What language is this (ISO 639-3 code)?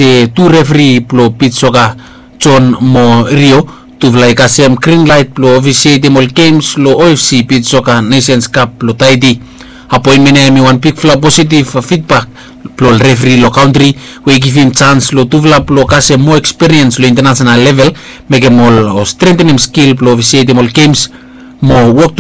bis